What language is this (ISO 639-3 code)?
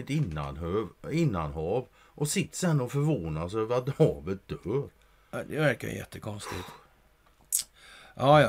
swe